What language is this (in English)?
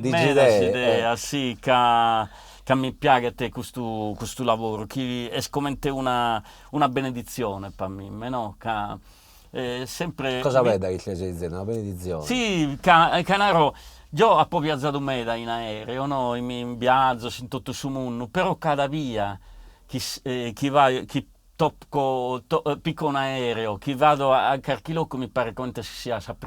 Sardinian